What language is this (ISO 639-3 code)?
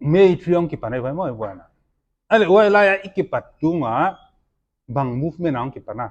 pck